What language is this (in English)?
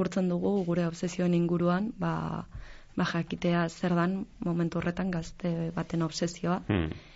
Basque